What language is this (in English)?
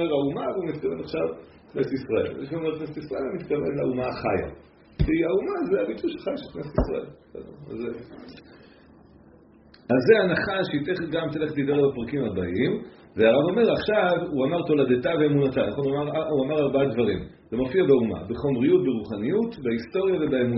Hebrew